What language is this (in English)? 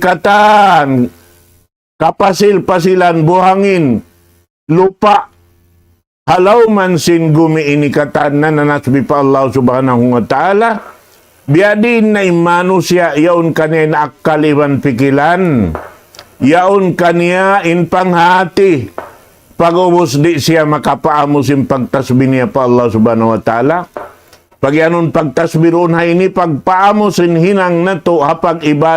Tausug